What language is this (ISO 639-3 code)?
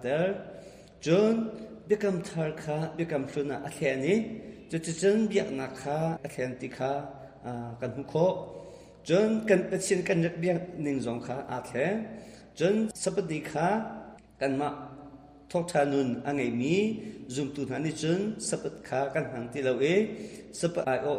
cnh